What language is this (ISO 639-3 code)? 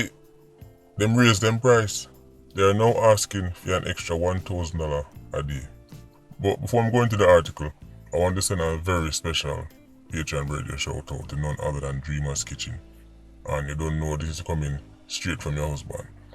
jam